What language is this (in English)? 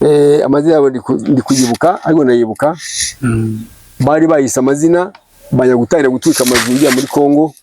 Kinyarwanda